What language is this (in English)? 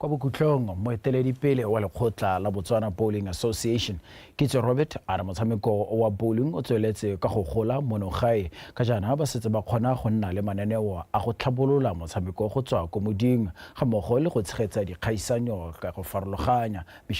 Tswana